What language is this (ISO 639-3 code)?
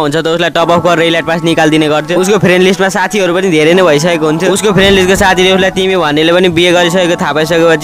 nep